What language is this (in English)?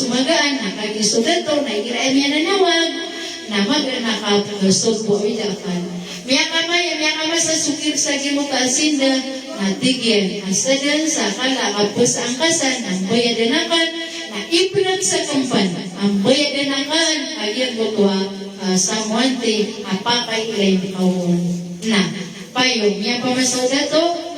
Maranao